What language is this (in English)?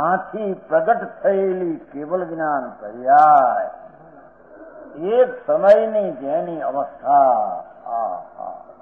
Gujarati